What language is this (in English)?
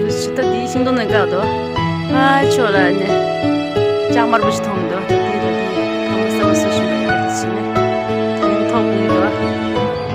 Tibetan